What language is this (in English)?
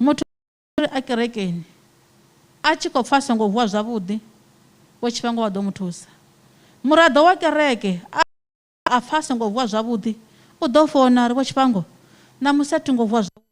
Venda